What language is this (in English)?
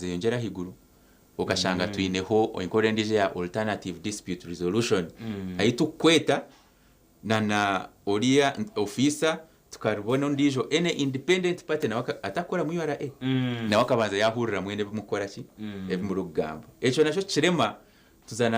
Nyankole